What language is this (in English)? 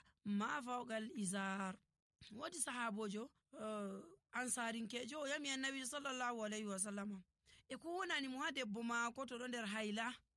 Nigerian Fulfulde